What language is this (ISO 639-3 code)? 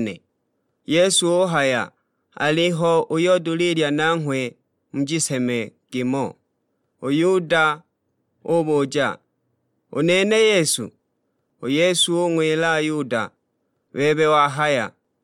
suk